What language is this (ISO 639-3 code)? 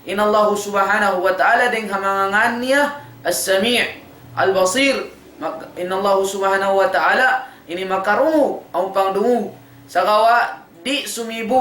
tsg